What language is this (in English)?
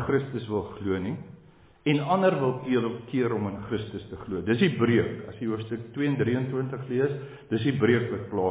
Afrikaans